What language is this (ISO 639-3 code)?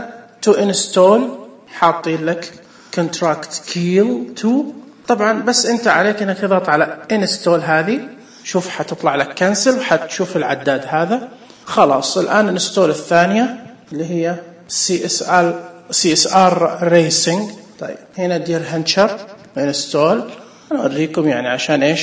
ars